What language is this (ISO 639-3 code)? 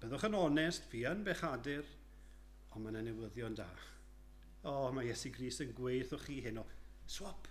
cym